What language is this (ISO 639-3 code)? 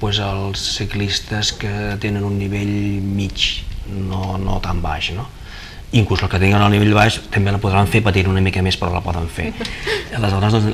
cat